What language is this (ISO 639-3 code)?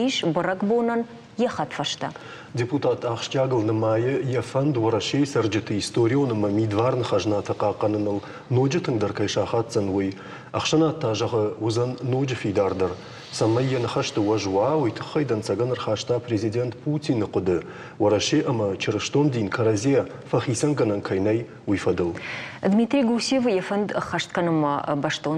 oss